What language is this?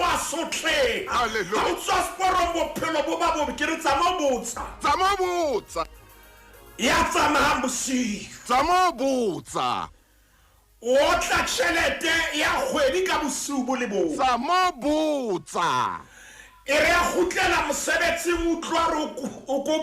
Southern Sotho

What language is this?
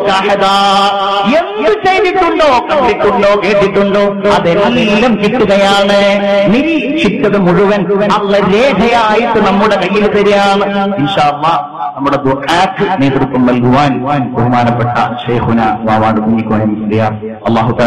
Malayalam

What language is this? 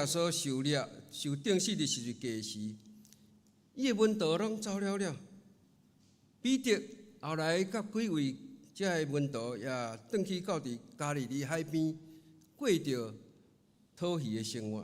Min Nan Chinese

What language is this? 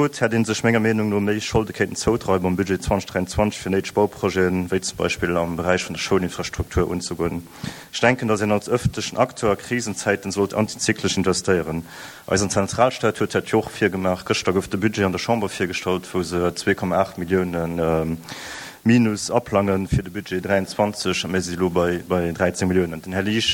Luxembourgish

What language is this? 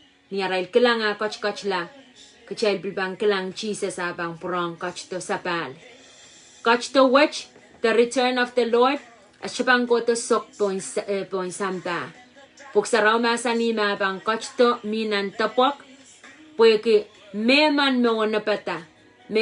Pohnpeian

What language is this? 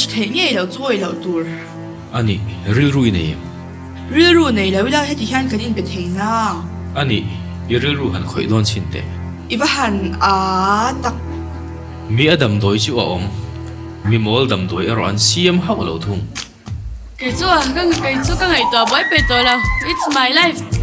Mizo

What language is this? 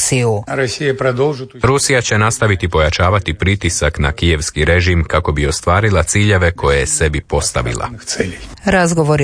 Croatian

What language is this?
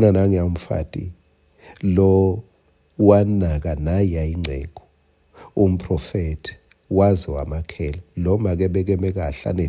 Swati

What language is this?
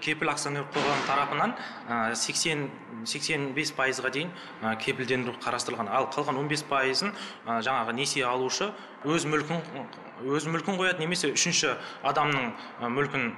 Kazakh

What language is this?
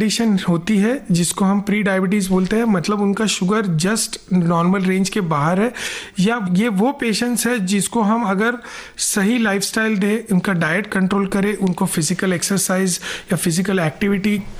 Hindi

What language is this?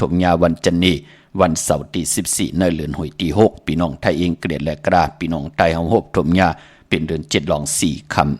Shan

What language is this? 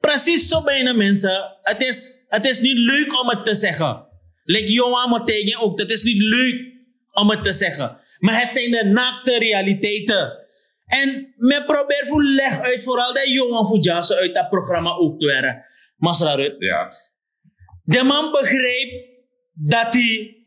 Sranan Tongo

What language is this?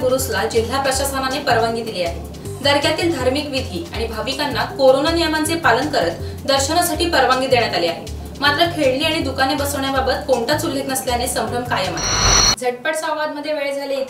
Marathi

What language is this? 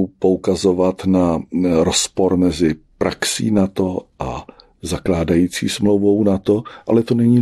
Czech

